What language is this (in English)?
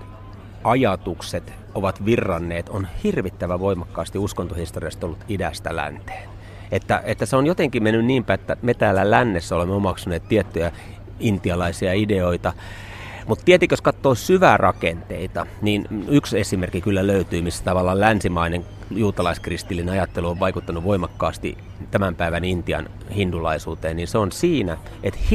Finnish